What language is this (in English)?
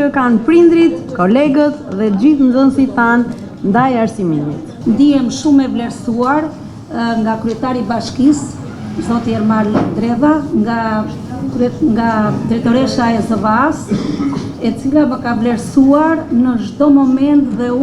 Albanian